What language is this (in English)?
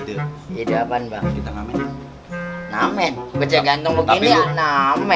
Betawi